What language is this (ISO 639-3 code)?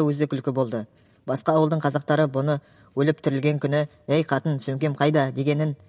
kaz